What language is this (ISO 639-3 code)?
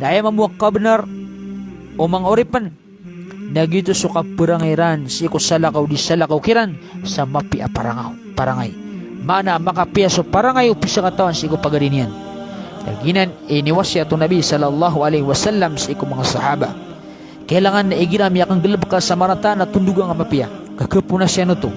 mrw